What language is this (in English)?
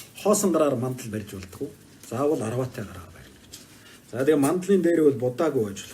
Mongolian